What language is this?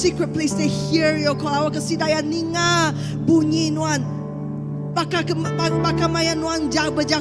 Iban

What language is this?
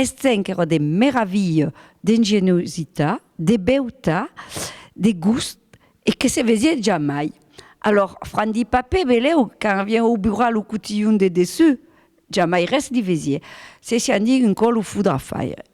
Occitan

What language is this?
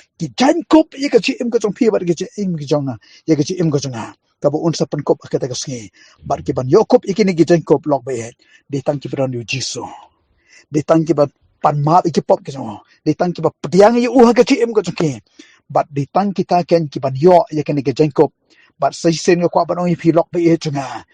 Khasi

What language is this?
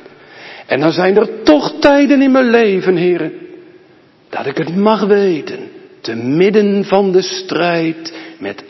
Dutch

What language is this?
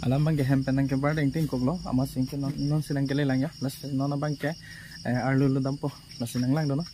Karbi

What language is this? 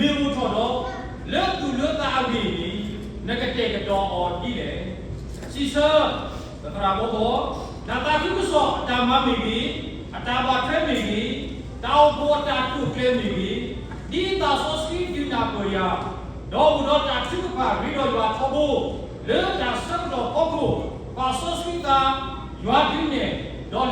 S'gaw Karen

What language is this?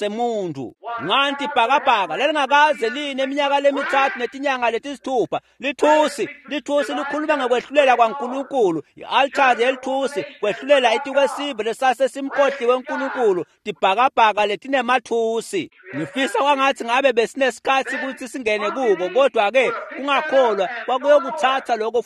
Swati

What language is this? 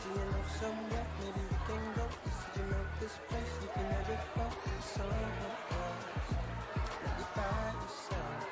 Māori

